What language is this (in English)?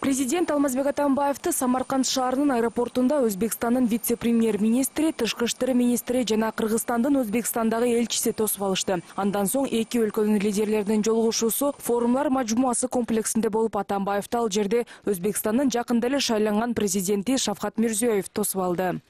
Kyrgyz